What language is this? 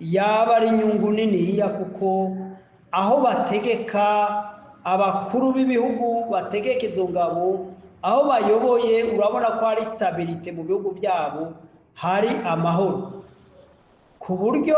Rundi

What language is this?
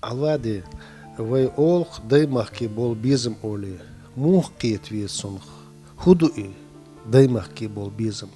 Chechen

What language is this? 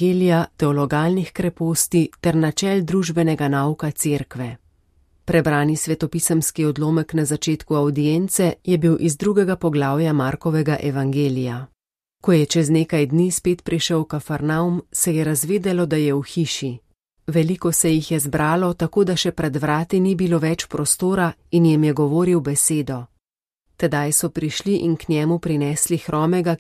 Slovenian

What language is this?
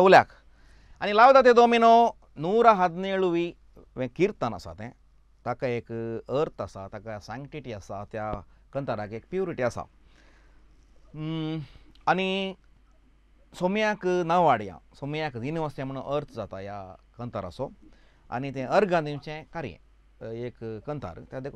Konkani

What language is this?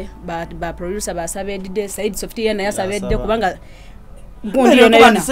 Soga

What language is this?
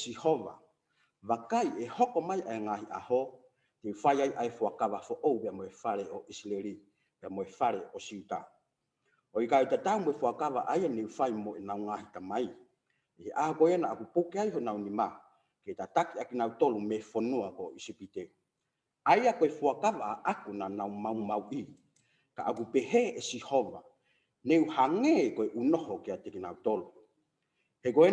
Tongan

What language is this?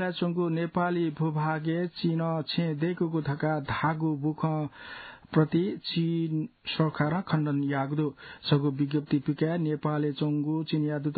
Newari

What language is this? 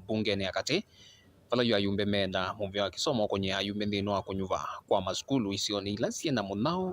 Kamba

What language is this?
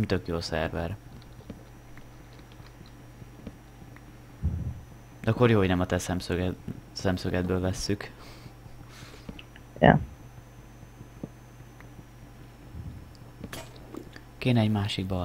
Hungarian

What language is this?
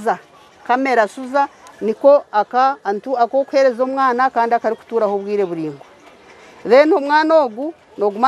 Nyankole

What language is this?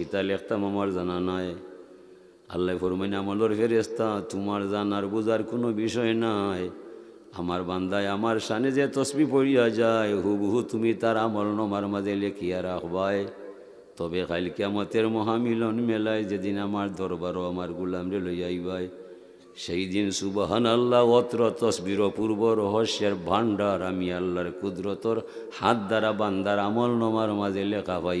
Sylheti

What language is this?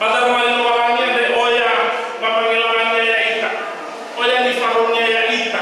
Nias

